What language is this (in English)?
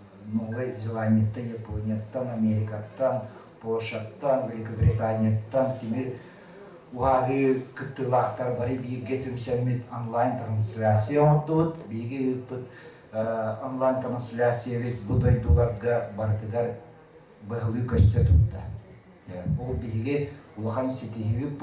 Yakut